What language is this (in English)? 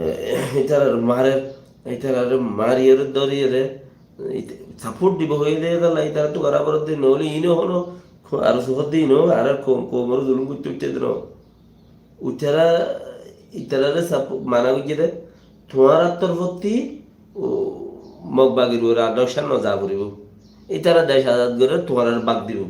Rohingya